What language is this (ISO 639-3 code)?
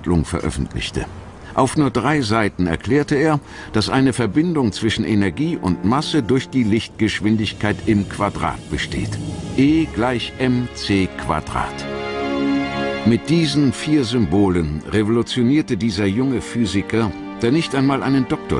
deu